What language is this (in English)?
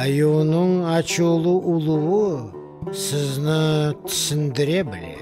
Crimean Tatar